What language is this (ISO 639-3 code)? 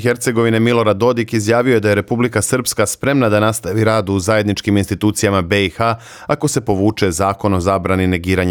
srp